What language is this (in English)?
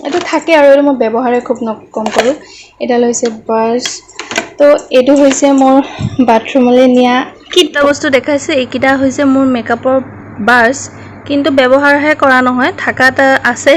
Assamese